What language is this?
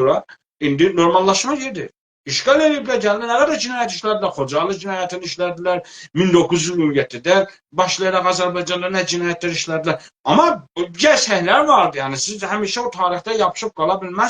South Azerbaijani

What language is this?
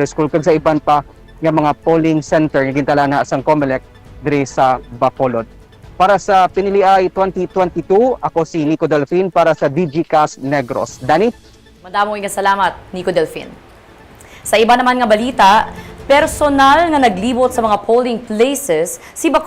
Hiligaynon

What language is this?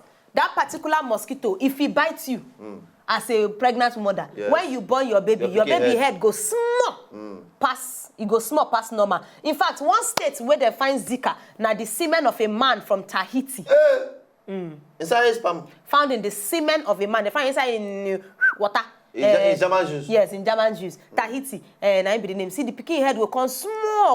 Nigerian Pidgin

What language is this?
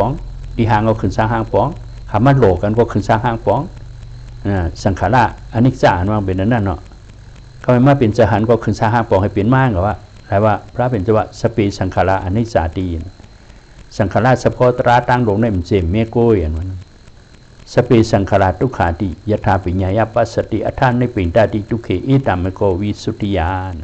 Shan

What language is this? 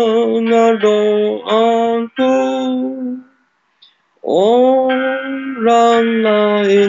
Malay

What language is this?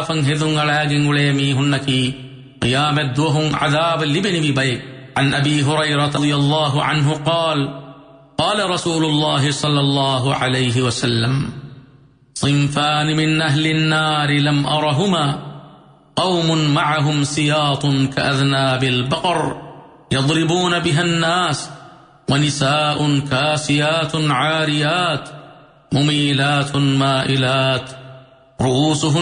Divehi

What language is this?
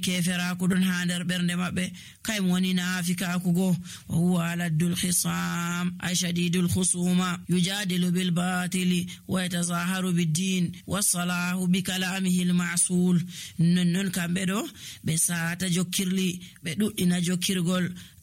Nigerian Fulfulde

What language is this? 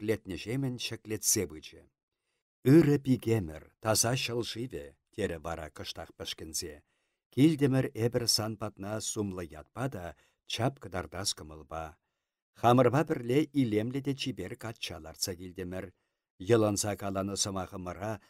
Chuvash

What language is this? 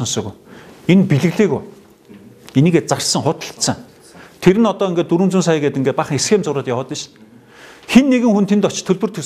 Mongolian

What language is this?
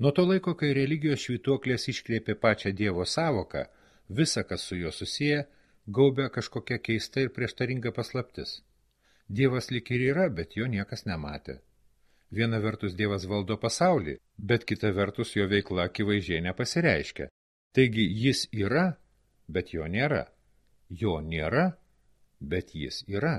Lithuanian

